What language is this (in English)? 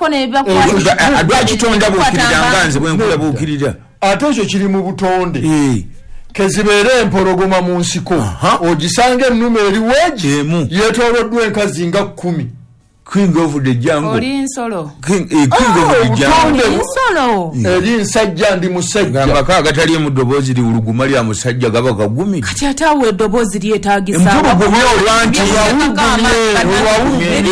Ganda